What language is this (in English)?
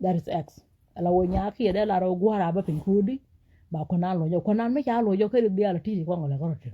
Nuer